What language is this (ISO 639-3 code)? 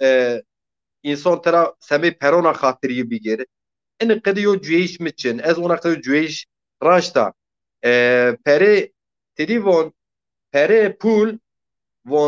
zza